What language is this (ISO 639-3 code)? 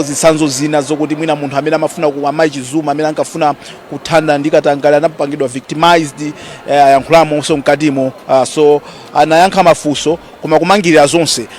nya